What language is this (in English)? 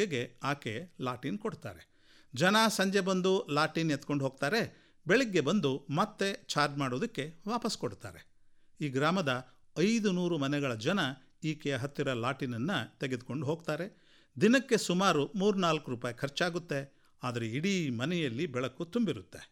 Kannada